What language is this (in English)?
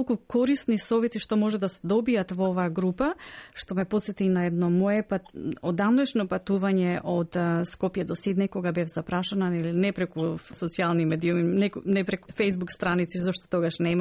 Macedonian